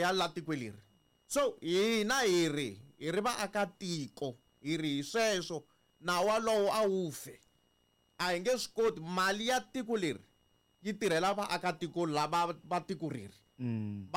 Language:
Tsonga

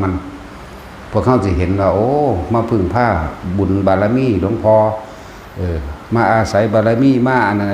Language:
Lao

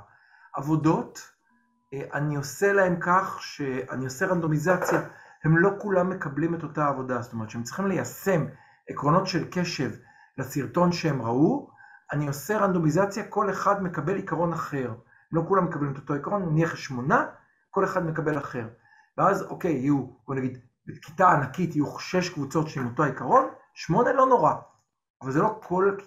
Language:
Hebrew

